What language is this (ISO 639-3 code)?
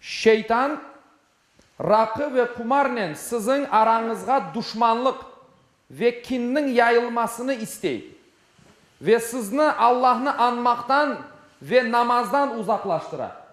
crh